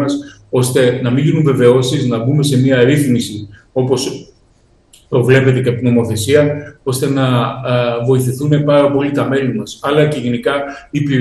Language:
Greek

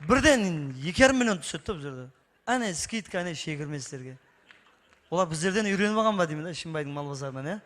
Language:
Kara-Kalpak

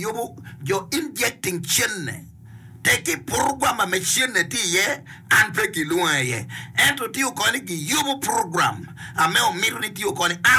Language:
Acoli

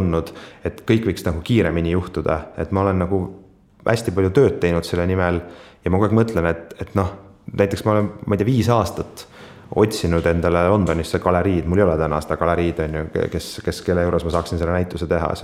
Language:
Estonian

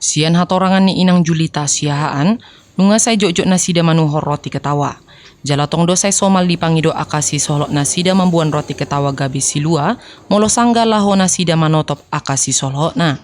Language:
Batak Toba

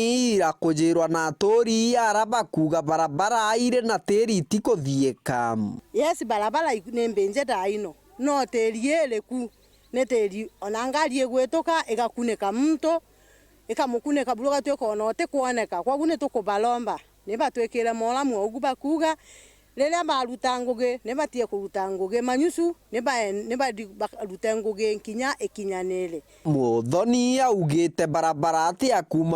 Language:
Meru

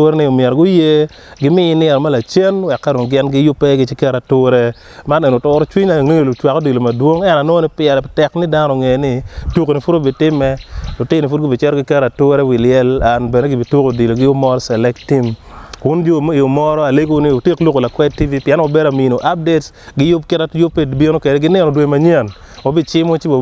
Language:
Acoli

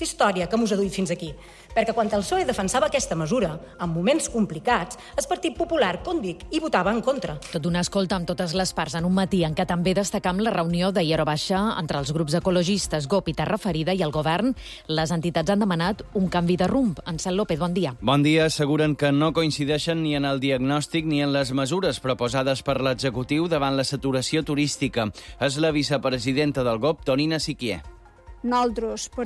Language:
Catalan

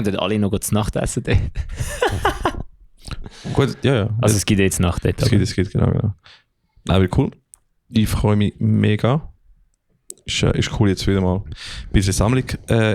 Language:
Swiss German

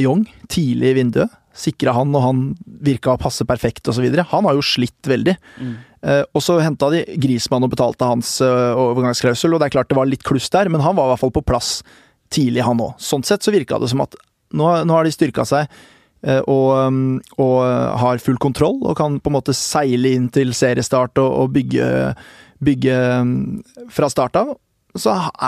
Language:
Norwegian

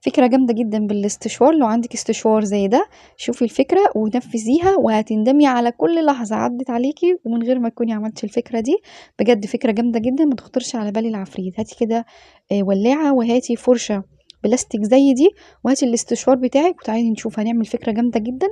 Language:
Egyptian Arabic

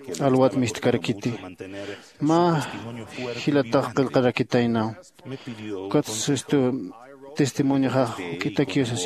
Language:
Aymara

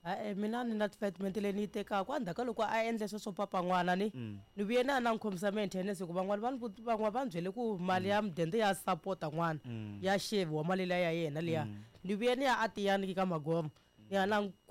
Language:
Tsonga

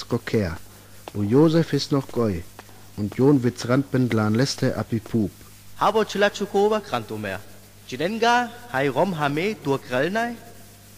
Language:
Sinte Romani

